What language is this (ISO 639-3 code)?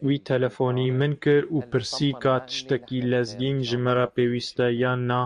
kur